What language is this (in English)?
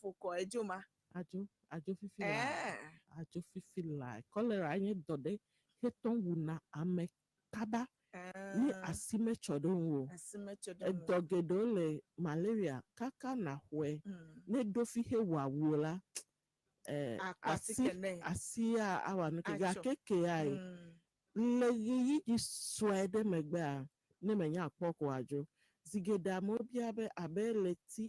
Ewe